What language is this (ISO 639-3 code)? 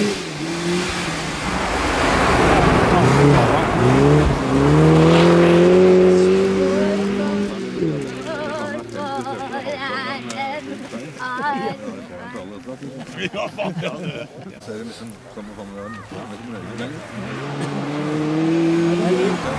nor